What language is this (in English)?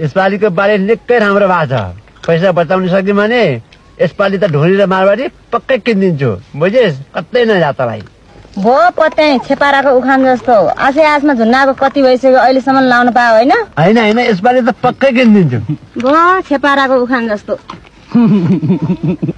Nepali